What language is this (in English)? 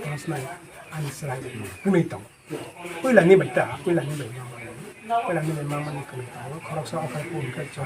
Kok Borok